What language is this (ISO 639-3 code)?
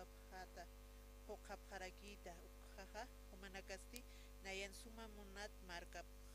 aym